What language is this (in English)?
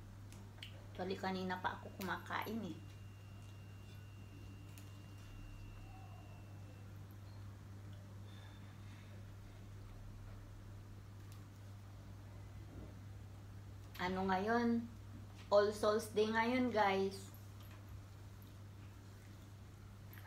Filipino